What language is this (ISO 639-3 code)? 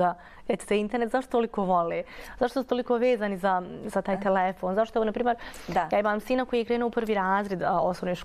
bos